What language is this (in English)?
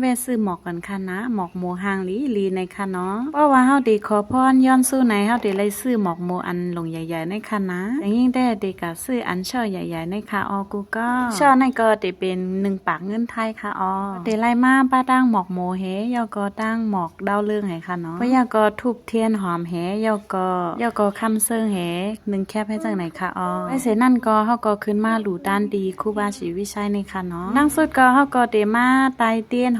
Shan